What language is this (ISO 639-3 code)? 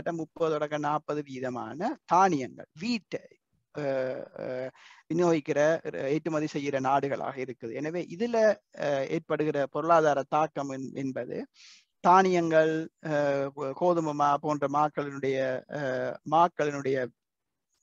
tam